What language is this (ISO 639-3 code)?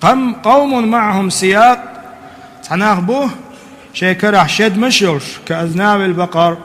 che